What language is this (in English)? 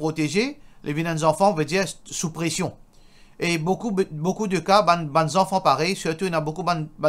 Morisyen